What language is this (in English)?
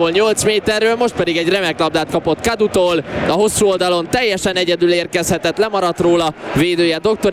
Hungarian